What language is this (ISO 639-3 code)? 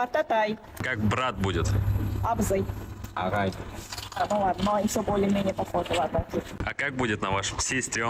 bak